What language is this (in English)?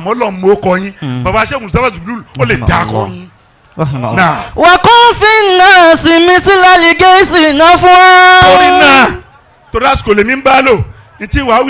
Yoruba